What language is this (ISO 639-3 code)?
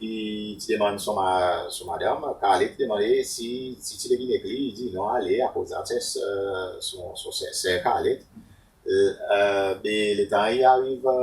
crs